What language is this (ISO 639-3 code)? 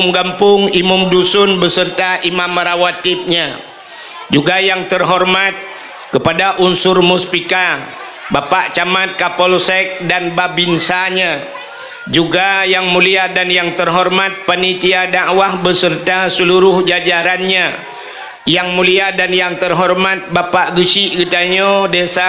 ace